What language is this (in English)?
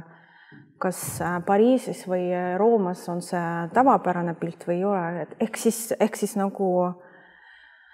Estonian